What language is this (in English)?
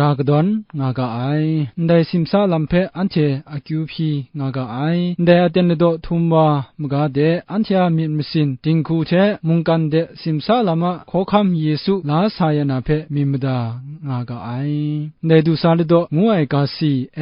Kachin